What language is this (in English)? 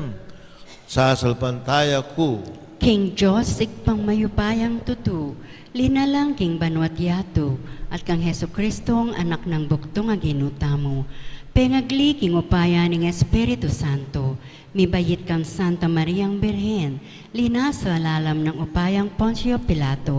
Pampanga